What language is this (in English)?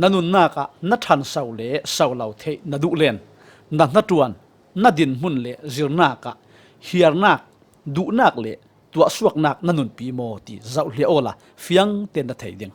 Falam Chin